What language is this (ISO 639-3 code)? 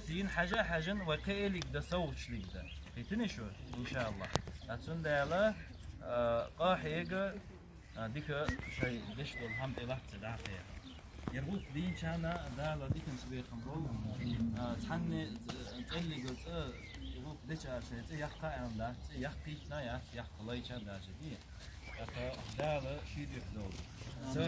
che